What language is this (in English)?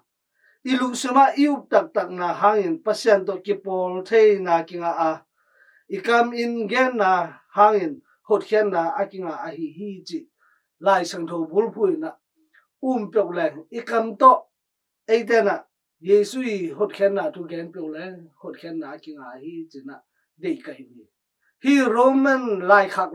Tedim Chin